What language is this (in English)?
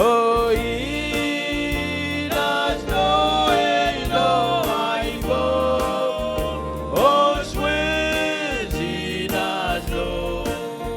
Marshallese